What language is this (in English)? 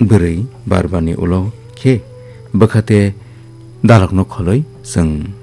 Kok Borok